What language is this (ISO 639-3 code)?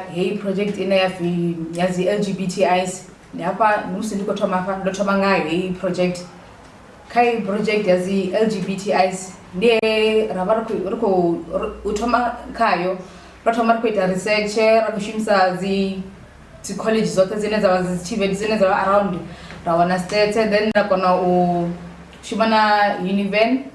ven